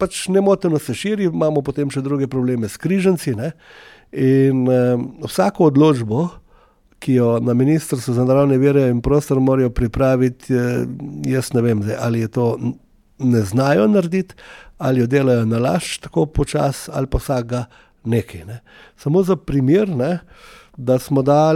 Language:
Slovenian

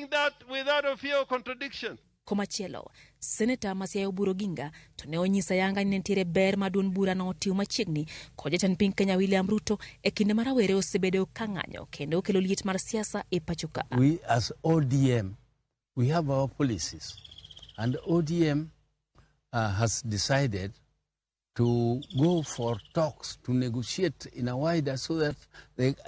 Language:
Luo (Kenya and Tanzania)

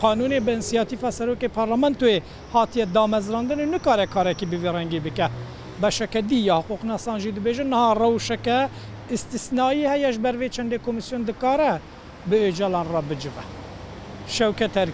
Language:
Kurdish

